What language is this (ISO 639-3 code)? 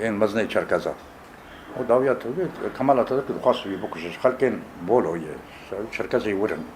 kur